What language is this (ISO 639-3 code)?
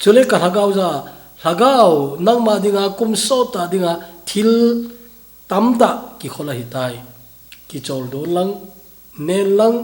tcz